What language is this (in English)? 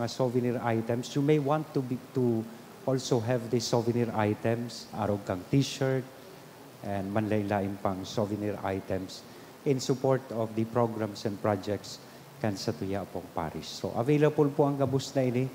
Bikol